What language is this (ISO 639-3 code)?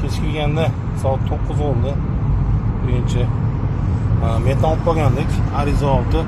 uzb